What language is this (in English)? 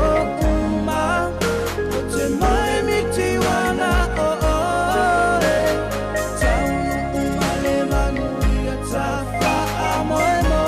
Samoan